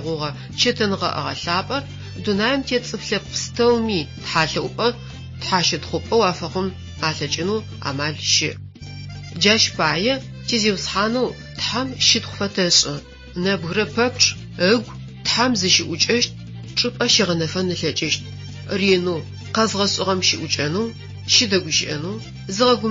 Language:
Adyghe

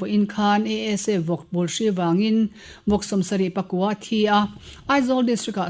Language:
Mizo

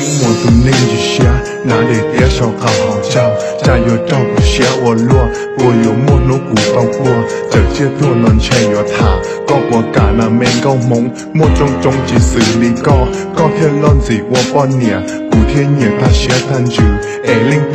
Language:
Hmong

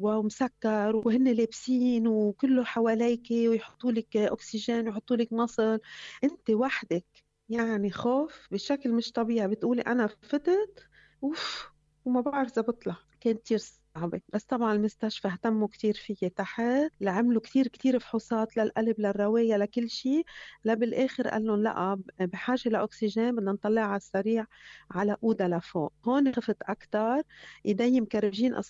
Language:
North Levantine Arabic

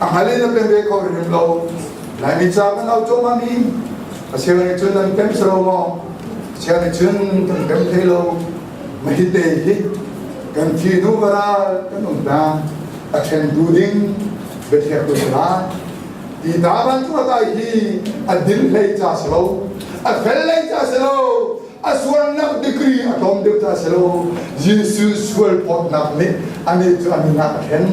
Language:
Hakha Chin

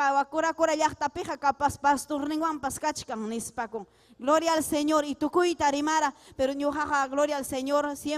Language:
Ayacucho Quechua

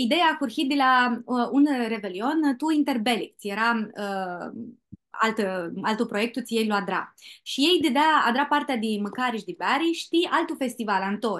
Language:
Aromanian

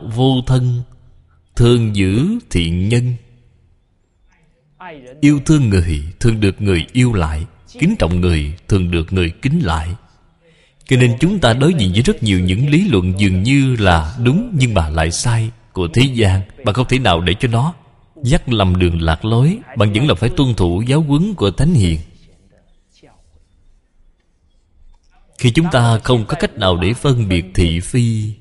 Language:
Vietnamese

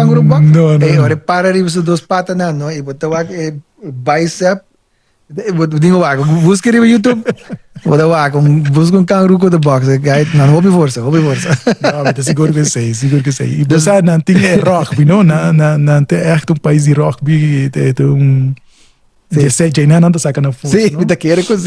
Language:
Papiamento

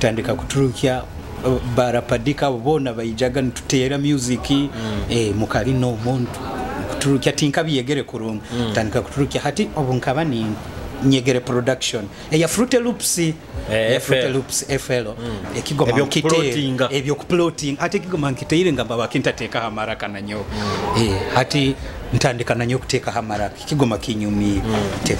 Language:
Nyoro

